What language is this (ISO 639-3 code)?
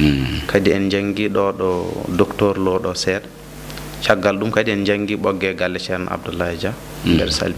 ful